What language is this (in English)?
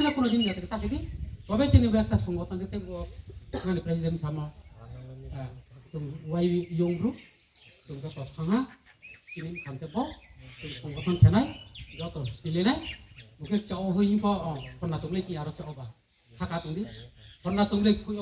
Riang (India)